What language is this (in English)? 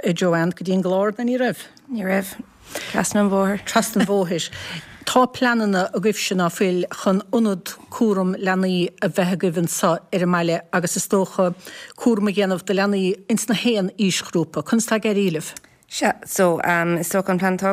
Irish